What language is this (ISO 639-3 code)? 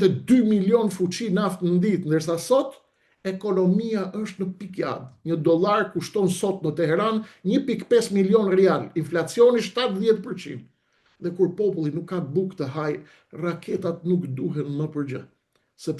sqi